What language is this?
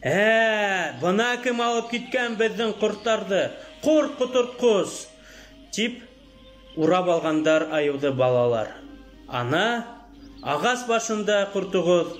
Bashkir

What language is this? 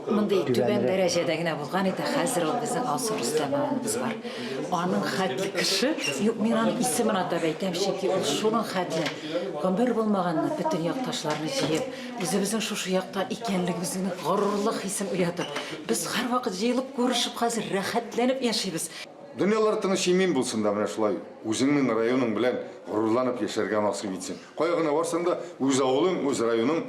Tatar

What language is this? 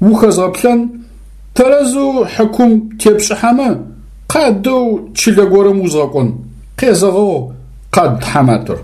Adyghe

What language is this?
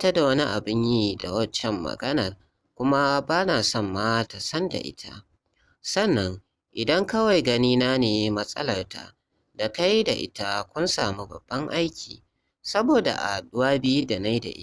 Hausa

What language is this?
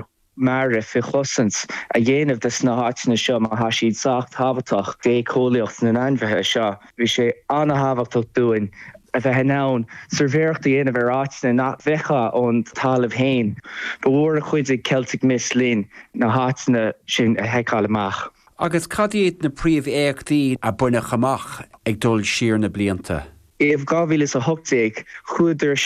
Irish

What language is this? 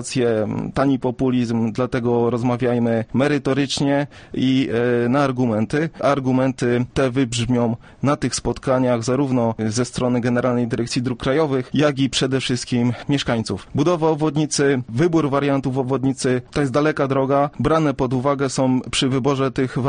Polish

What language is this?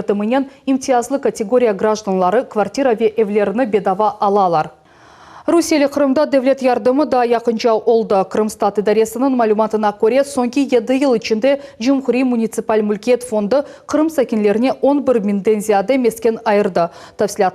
Crimean Tatar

